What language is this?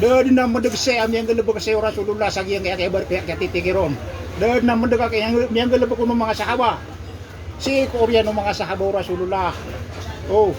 Maranao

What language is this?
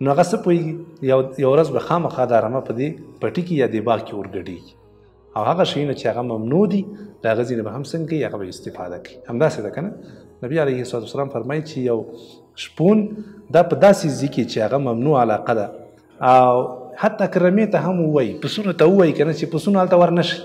Pashto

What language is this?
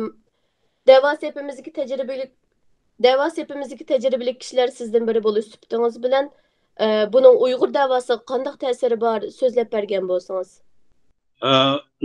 Uyghur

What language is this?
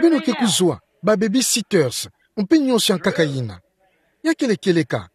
Kituba (Democratic Republic of Congo)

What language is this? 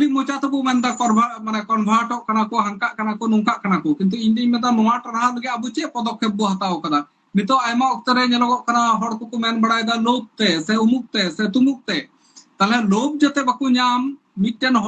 Santali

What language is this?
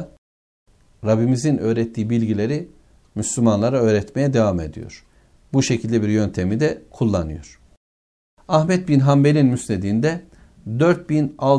Turkish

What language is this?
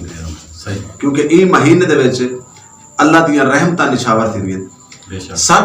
Saraiki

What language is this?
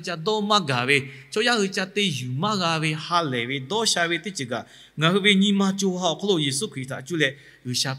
Lahu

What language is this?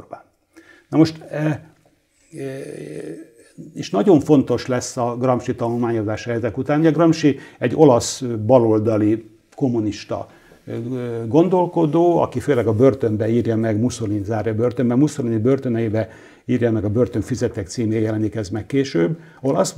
Hungarian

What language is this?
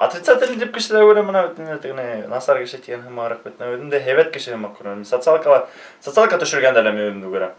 Bashkir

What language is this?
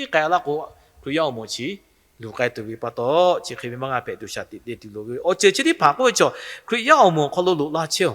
Lahu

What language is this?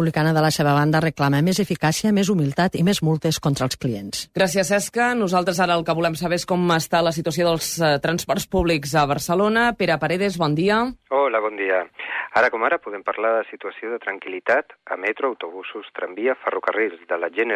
Catalan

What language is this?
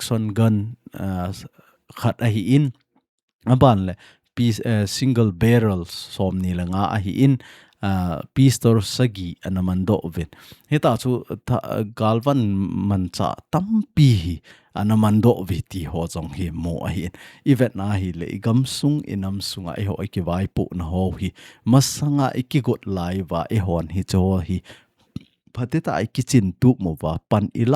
Thado Chin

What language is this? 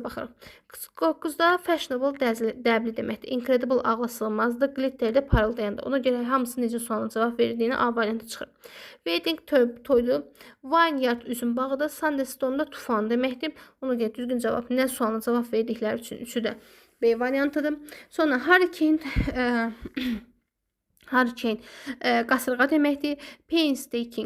Azerbaijani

